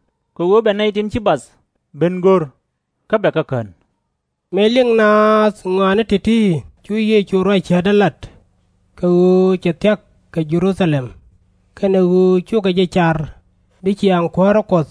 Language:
Nuer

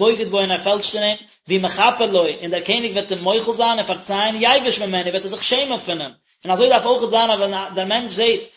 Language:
Yiddish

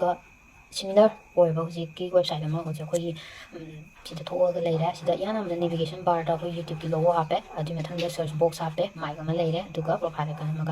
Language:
Manipuri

